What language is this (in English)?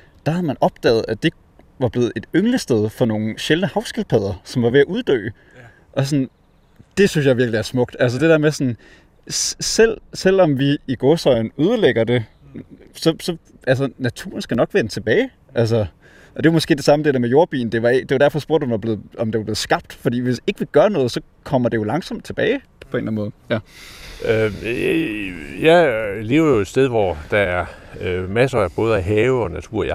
Danish